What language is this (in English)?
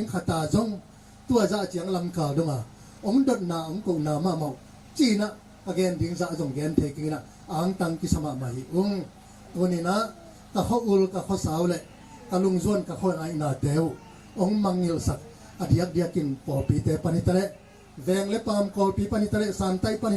Tedim Chin